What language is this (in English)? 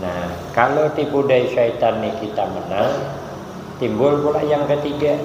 Banjar